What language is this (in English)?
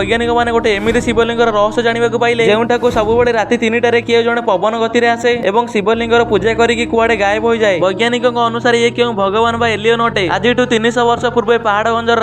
Odia